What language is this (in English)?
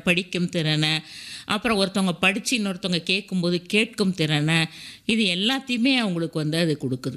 Tamil